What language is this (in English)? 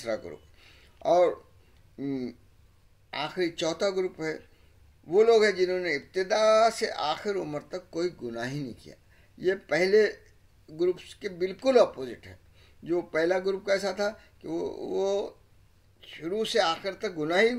Urdu